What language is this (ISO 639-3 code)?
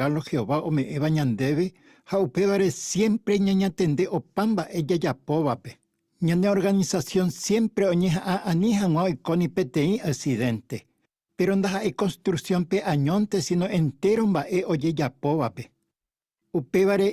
grn